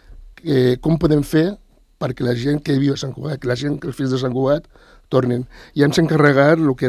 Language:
Catalan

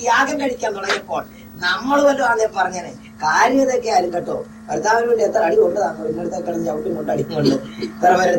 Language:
Malayalam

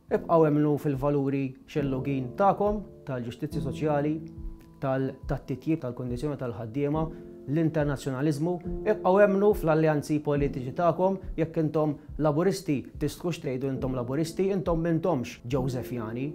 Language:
Maltese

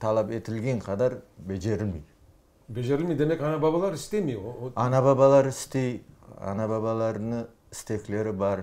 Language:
Crimean Tatar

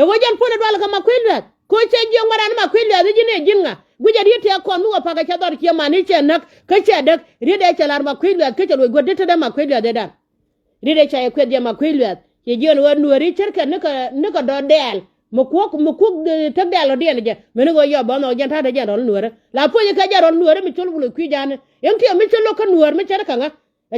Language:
Nuer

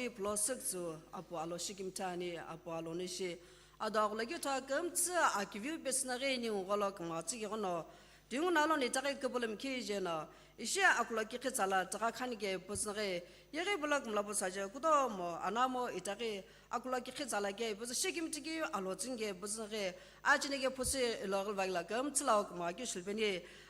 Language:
Sumi Naga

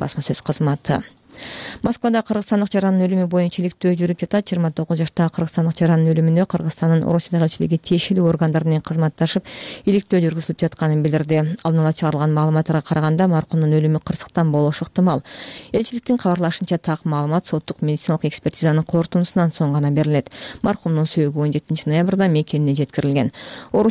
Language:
Kyrgyz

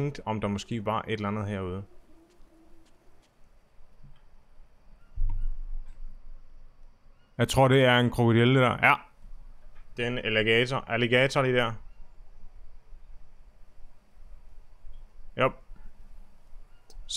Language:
Danish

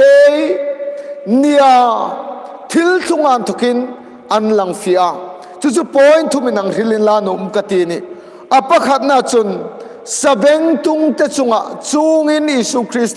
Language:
Hmar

